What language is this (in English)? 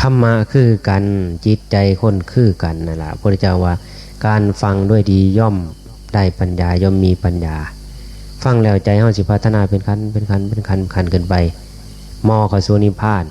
Northeastern Thai